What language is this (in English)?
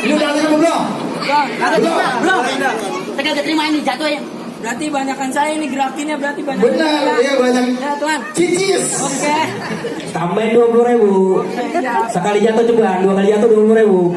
Betawi